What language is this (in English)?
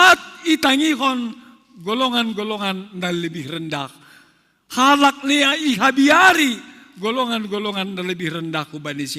Batak Simalungun